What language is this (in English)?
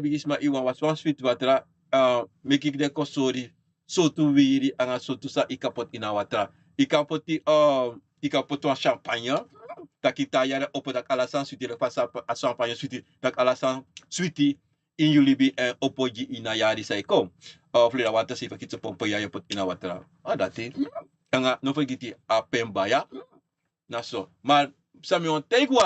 Sranan Tongo